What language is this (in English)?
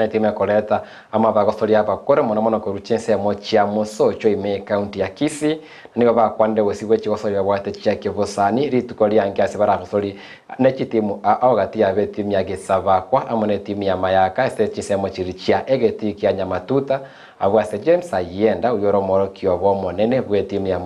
Gusii